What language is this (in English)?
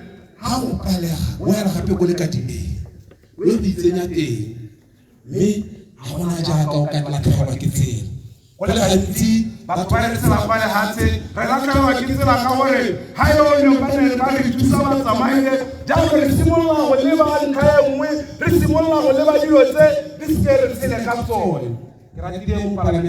Tswana